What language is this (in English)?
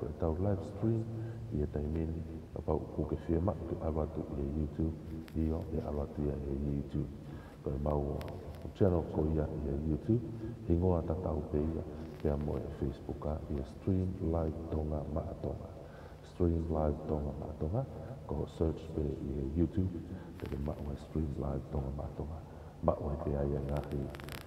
Tongan